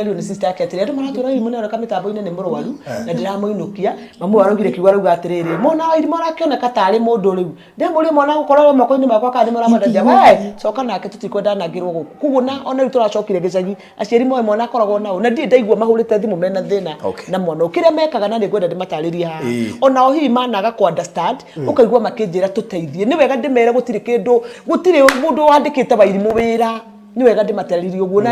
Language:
Kikuyu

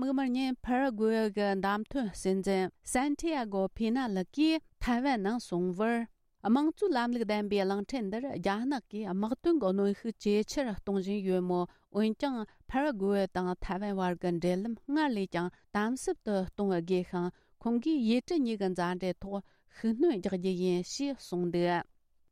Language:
Tibetan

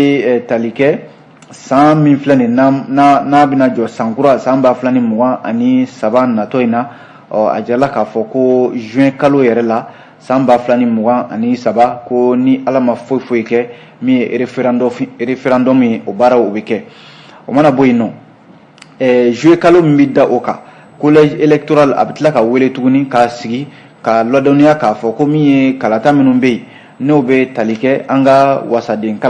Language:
Bambara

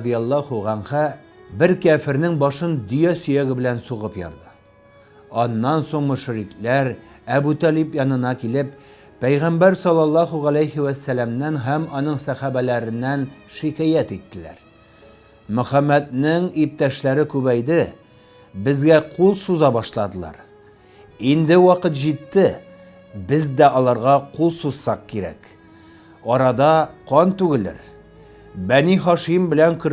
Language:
Tatar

